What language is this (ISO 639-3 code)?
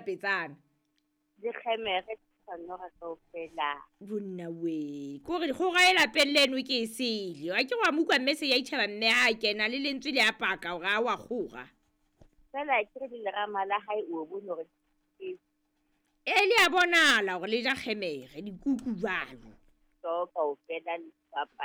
sot